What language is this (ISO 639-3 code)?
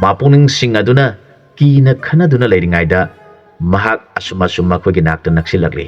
mni